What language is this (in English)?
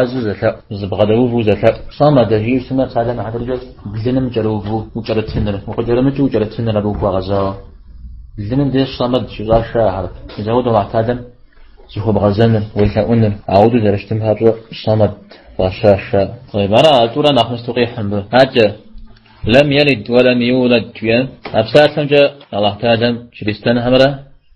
Kabardian